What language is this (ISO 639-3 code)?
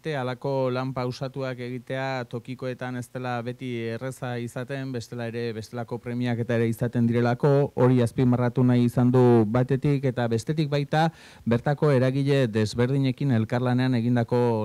eus